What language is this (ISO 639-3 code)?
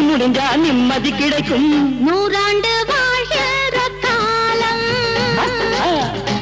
tam